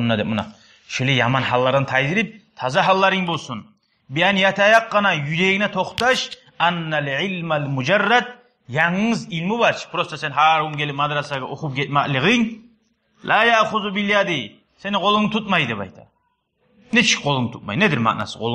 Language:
Kumyk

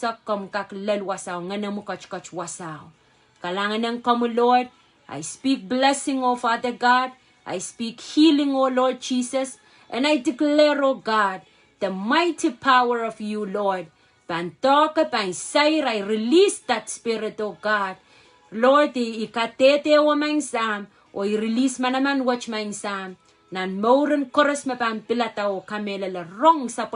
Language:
Pohnpeian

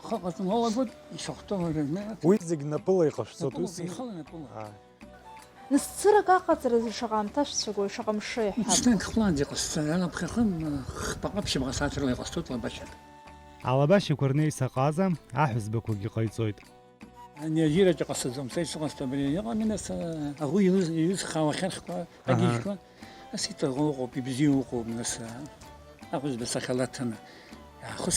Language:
Abkhazian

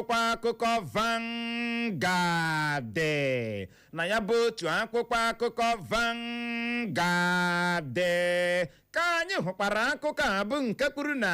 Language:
Igbo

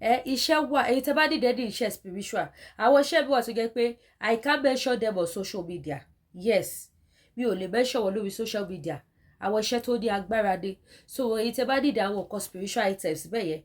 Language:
Yoruba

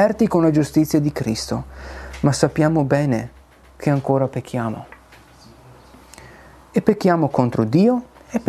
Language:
Italian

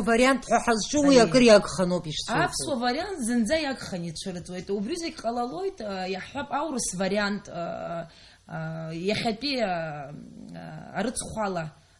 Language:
Abkhazian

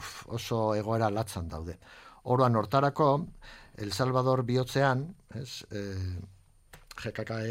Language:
Basque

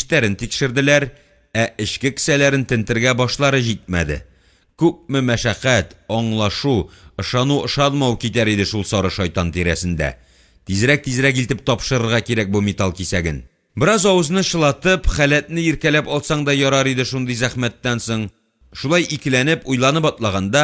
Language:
Tatar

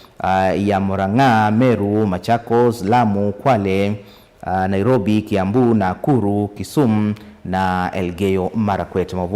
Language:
Kamba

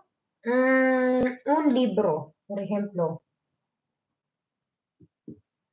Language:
Filipino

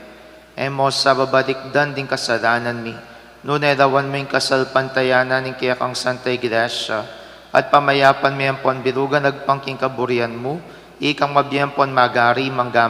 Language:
Pampanga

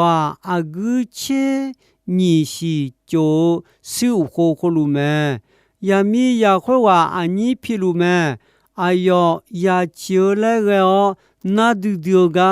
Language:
Akha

